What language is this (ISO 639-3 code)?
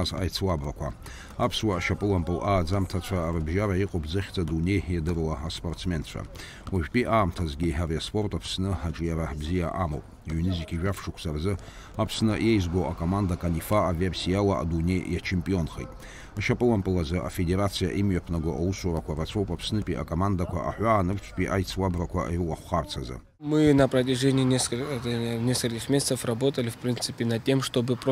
abk